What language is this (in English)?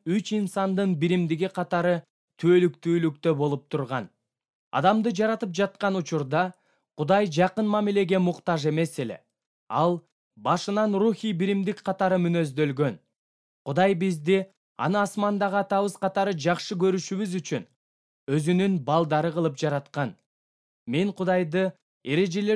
Kyrgyz